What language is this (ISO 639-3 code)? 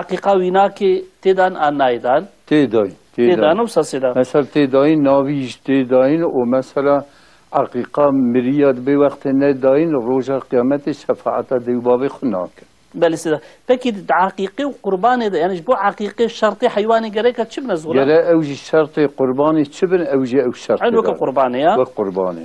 kur